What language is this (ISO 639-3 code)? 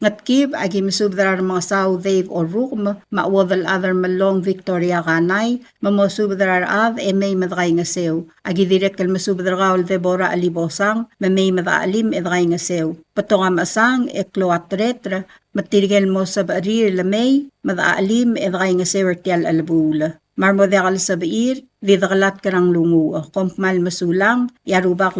pau